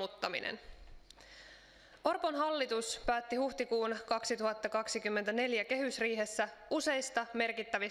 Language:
Finnish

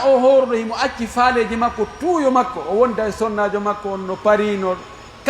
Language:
Pular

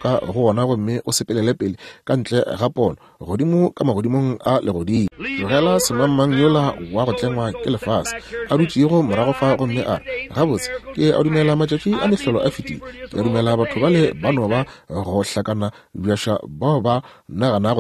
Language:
Northern Sotho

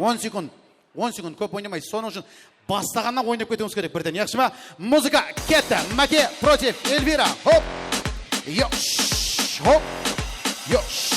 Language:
Kara-Kalpak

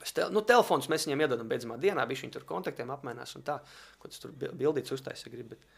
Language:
Latvian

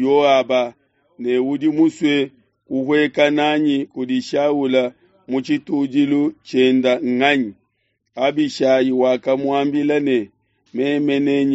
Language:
Luba-Lulua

